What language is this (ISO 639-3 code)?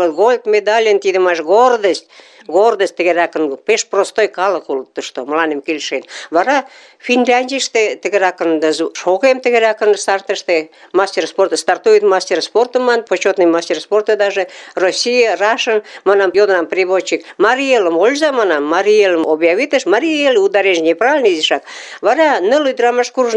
chm